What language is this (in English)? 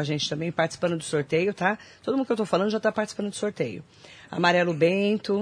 Portuguese